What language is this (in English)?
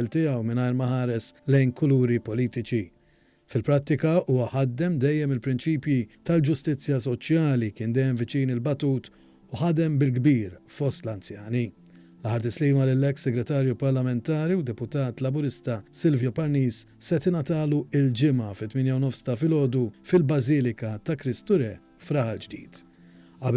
Maltese